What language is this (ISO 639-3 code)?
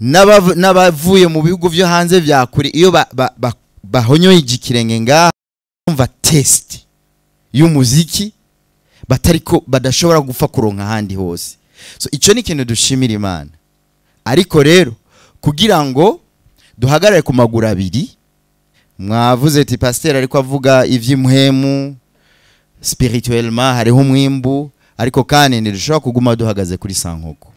run